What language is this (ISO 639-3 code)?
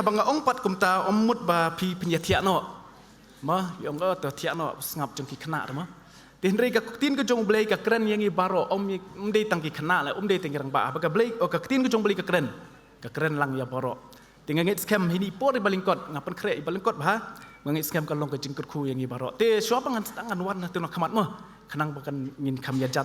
kha